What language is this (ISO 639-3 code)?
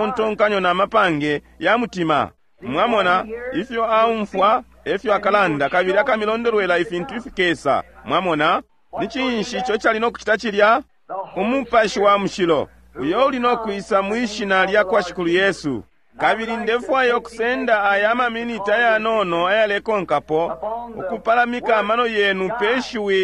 bem